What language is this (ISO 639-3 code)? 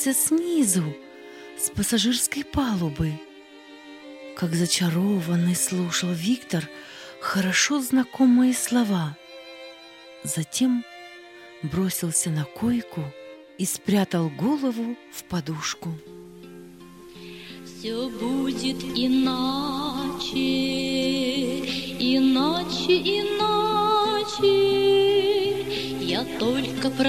rus